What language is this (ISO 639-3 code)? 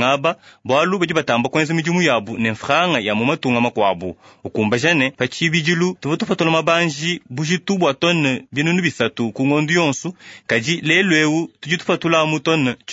lua